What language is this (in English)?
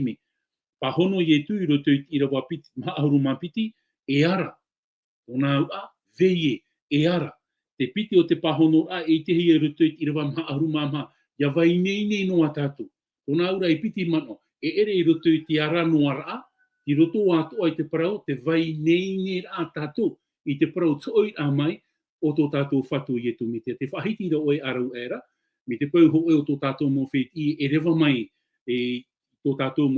Tahitian